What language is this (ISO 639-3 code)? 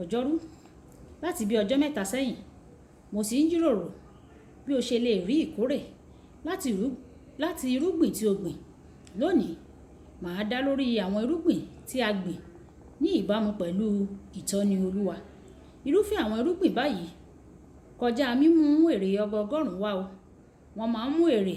yor